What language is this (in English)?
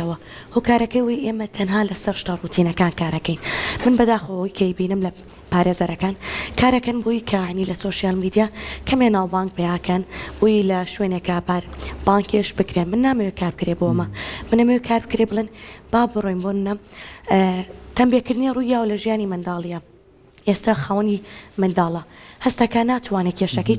Central Kurdish